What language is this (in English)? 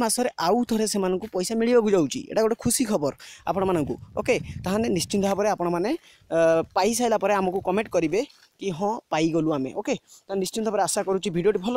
Odia